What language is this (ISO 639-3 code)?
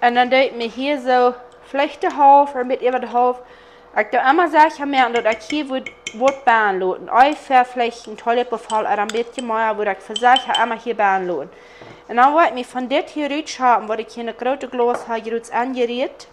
pdt